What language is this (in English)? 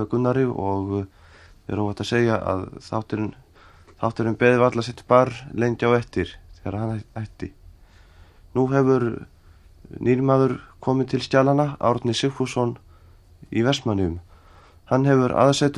Icelandic